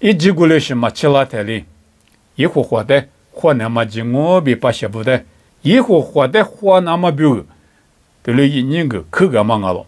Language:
Lisu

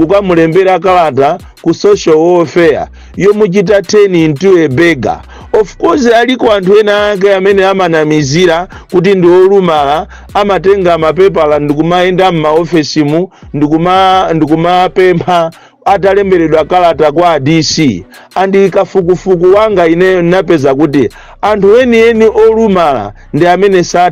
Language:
Nyanja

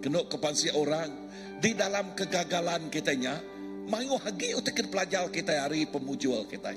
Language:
Iban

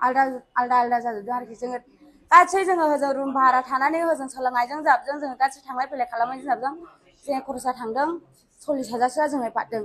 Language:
Bodo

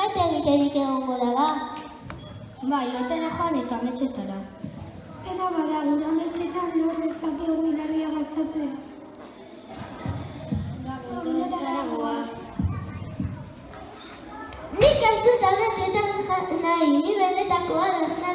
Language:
Basque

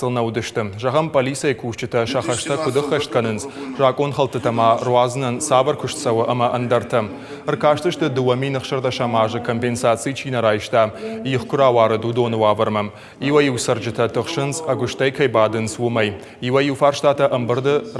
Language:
Ossetic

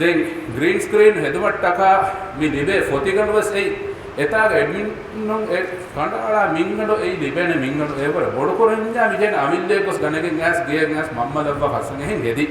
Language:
Sinhala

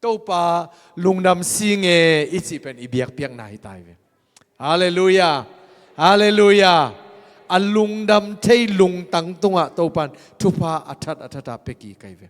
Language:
Tedim Chin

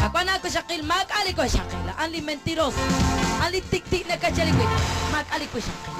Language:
Kekchí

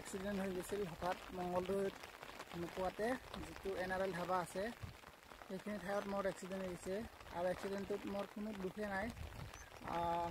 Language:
Assamese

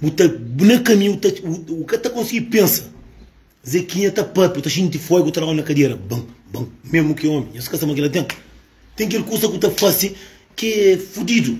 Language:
Kabuverdianu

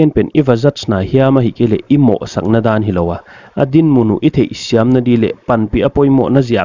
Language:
Paite Chin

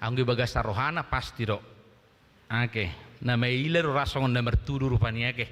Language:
Batak Toba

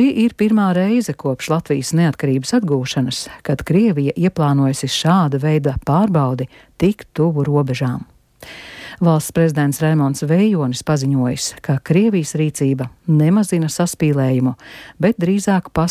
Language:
Latvian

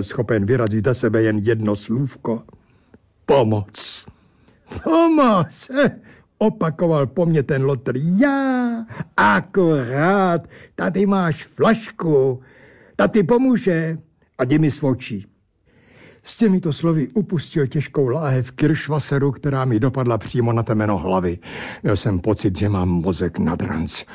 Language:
Czech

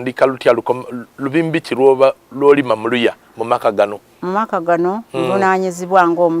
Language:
Soga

